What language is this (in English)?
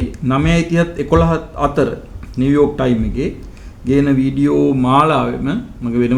Sinhala